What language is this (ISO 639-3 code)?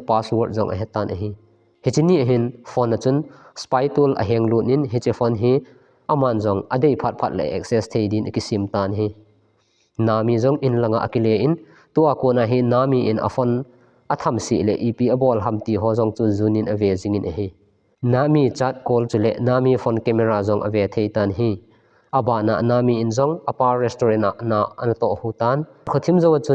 tcz